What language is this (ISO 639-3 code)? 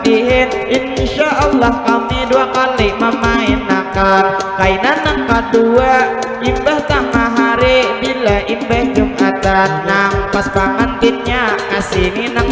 bjn